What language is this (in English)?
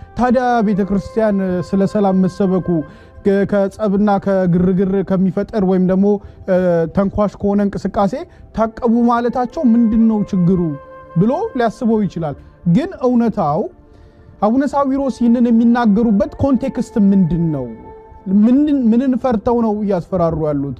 Amharic